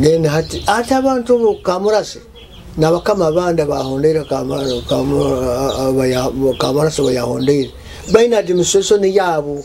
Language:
Nyoro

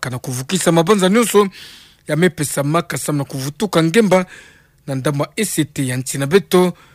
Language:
Kituba (Democratic Republic of Congo)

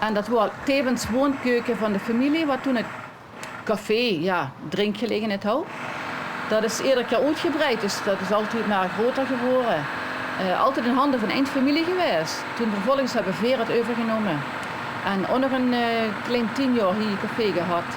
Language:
Limburgish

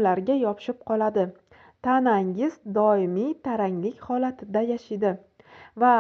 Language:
Uzbek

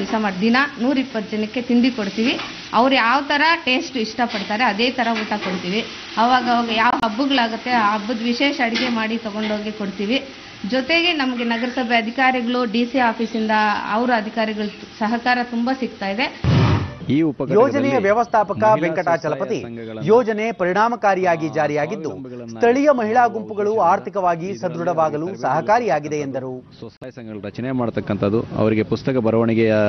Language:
Kannada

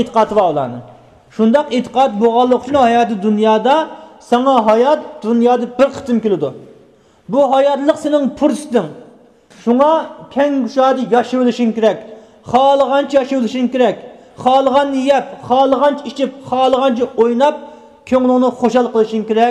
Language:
Uyghur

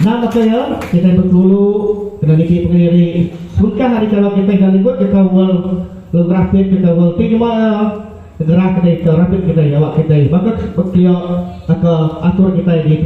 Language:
Iban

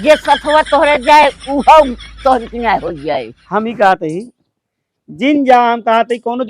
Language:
Awadhi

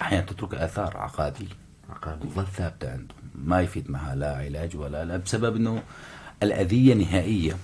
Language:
North Levantine Arabic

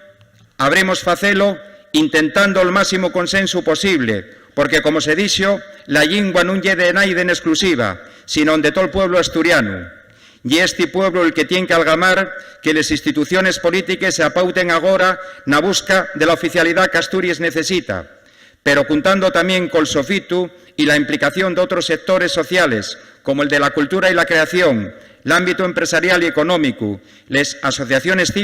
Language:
Asturian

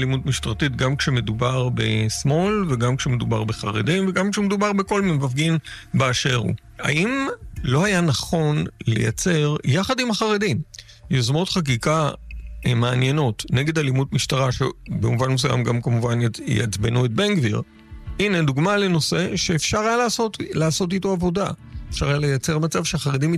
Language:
Hebrew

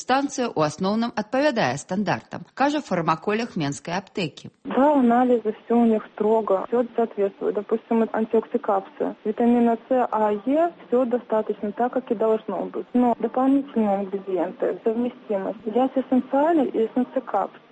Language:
Belarusian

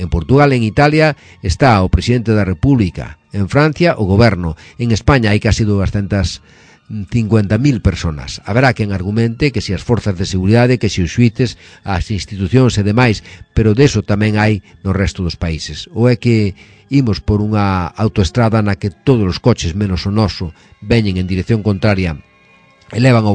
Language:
Galician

